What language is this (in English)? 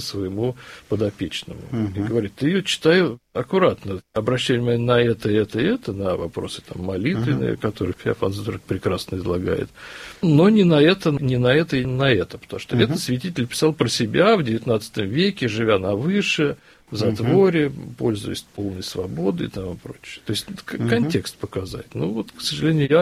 Russian